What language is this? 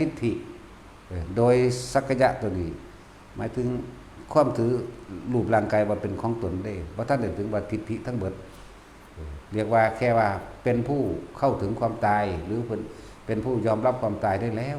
Northeastern Thai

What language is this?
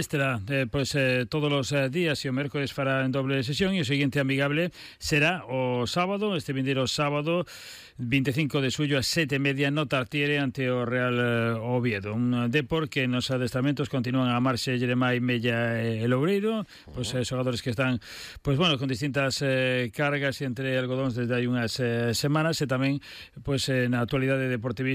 Galician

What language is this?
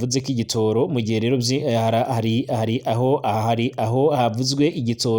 Rundi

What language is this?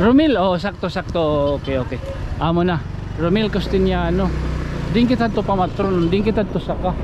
Waray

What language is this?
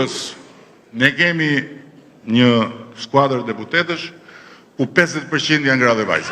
Albanian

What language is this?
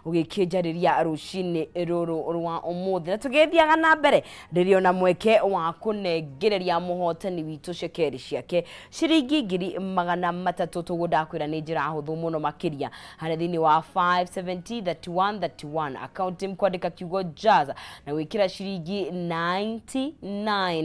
Kikuyu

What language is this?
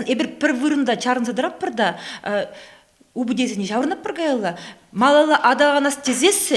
Chuvash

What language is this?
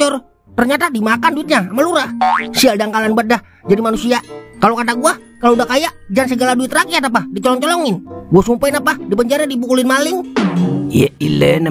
Betawi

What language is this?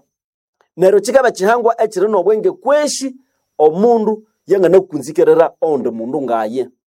Nande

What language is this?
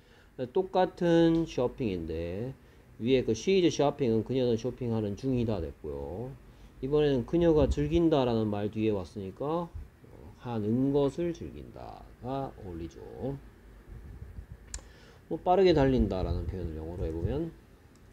Korean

